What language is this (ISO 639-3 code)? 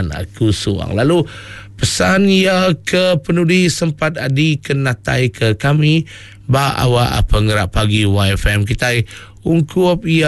iba